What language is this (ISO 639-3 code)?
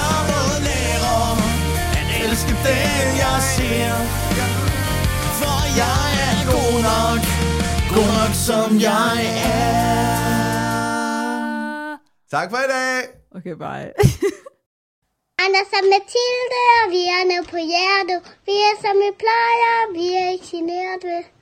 dan